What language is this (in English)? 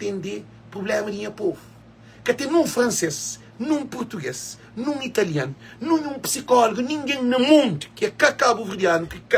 Kabuverdianu